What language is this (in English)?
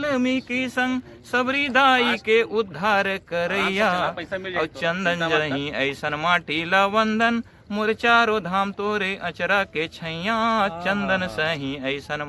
Chhattisgarhi